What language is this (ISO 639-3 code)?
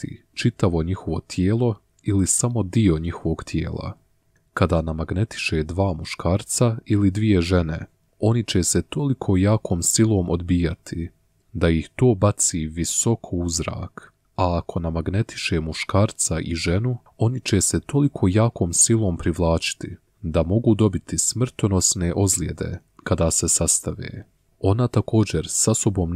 bos